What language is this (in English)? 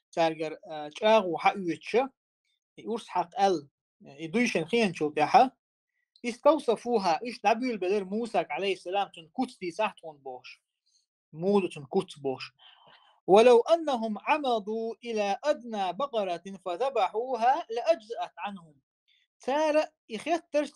Chechen